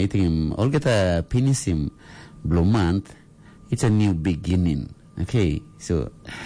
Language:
Tok Pisin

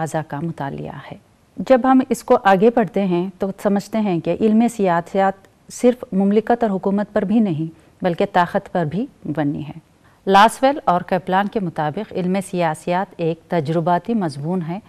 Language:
Urdu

